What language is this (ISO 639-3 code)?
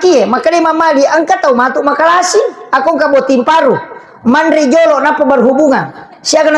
bug